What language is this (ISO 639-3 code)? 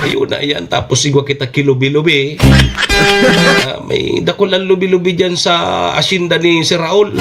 bik